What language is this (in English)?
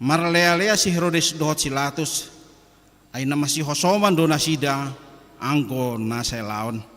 Batak Toba